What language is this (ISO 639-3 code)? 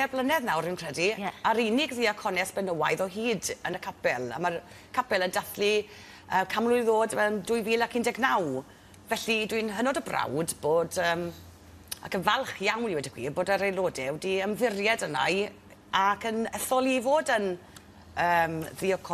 cym